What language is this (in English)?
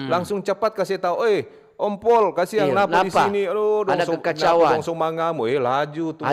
Manado Malay